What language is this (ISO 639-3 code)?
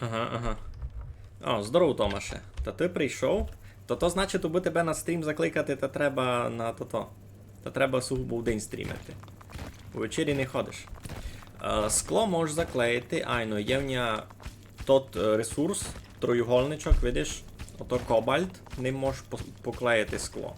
rue